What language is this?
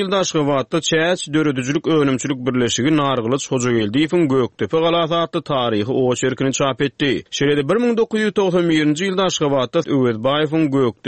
Turkmen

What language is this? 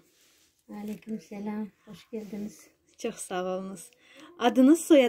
Crimean Tatar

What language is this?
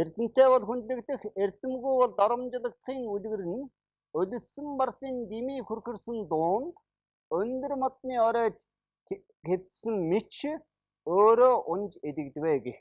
Mongolian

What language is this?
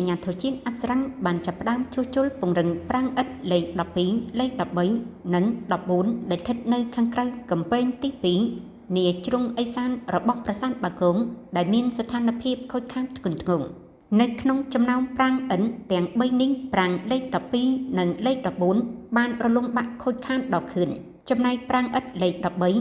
Khmer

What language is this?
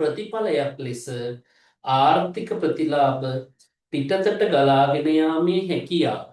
Sinhala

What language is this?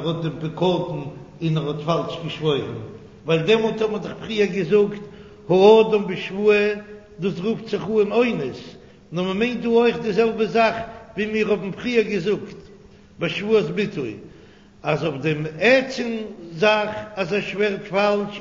Yiddish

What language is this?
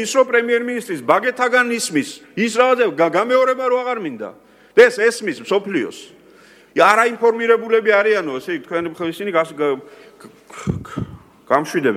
Georgian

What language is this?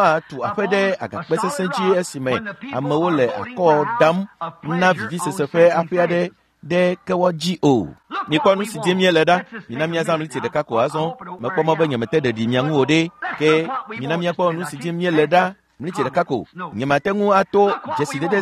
Ewe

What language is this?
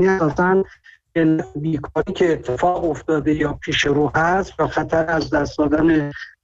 Persian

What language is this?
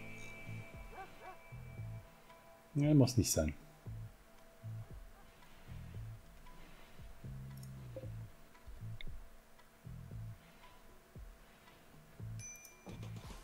German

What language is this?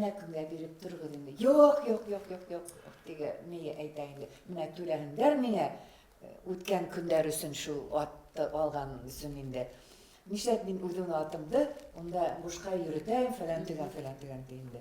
Bashkir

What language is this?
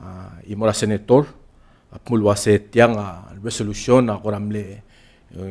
Palauan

